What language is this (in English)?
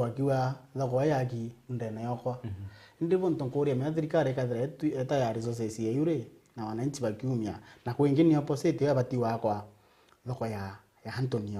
Meru